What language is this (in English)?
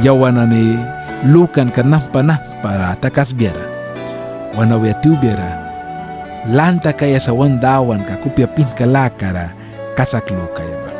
Mískito